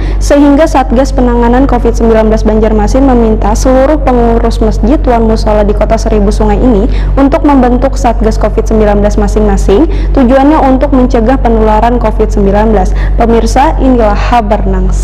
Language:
Banjar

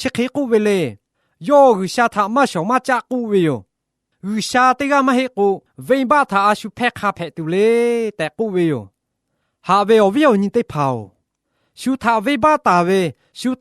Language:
Lahu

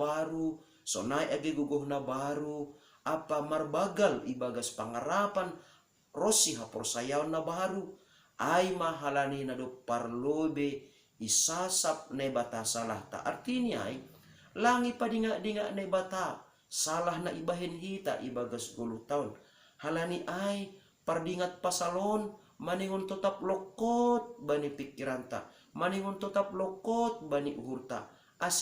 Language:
Batak Simalungun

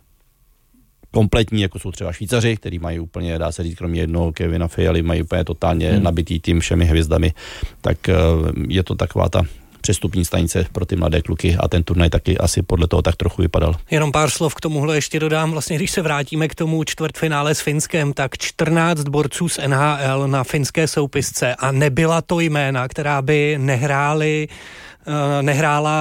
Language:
Czech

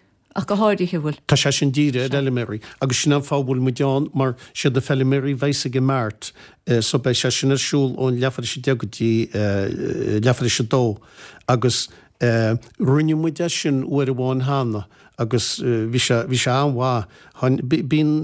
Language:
Irish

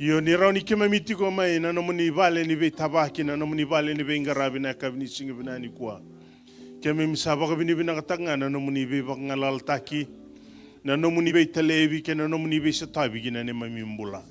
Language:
Fijian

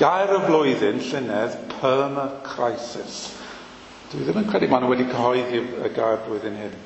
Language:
Welsh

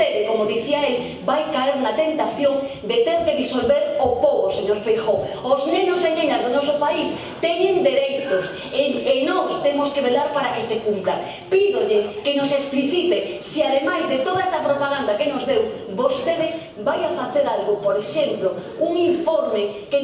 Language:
Galician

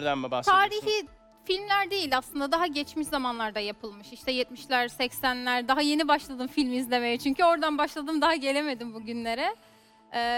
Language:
Turkish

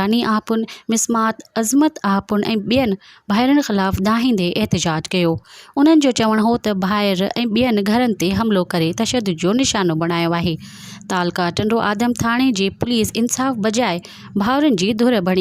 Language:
Sindhi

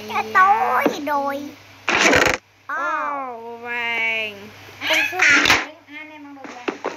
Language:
Vietnamese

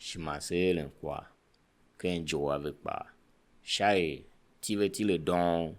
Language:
Tiv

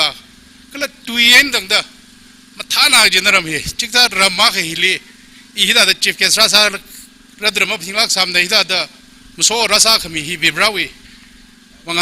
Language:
Tangkhul Naga (India)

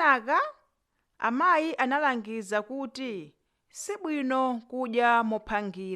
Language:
Nyanja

